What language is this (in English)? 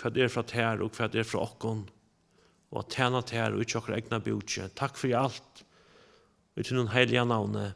Faroese